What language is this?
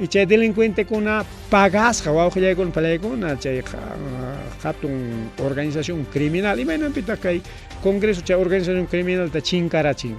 Ayacucho Quechua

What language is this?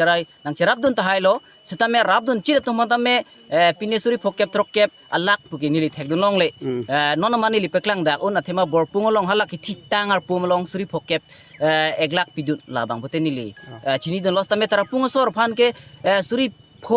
Karbi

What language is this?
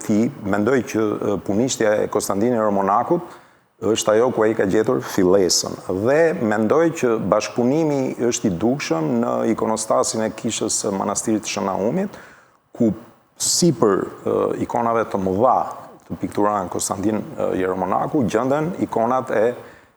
Albanian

